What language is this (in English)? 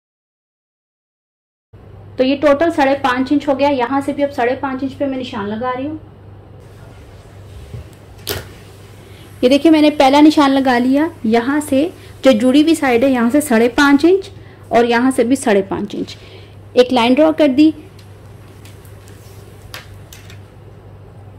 Hindi